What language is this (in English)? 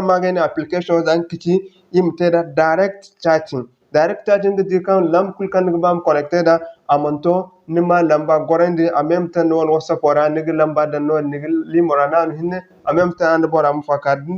Zarma